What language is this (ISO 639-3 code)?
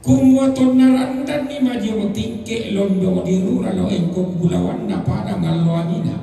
sda